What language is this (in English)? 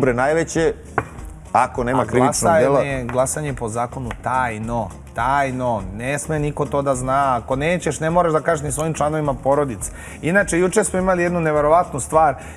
Serbian